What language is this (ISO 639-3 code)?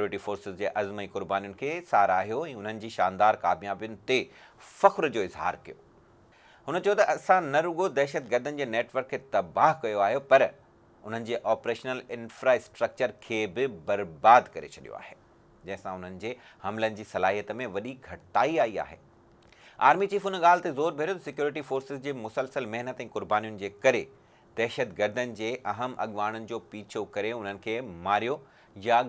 snd